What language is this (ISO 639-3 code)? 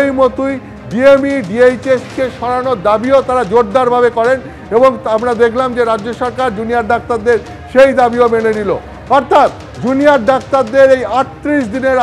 ben